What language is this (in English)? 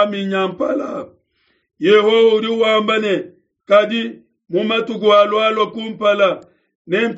Luba-Lulua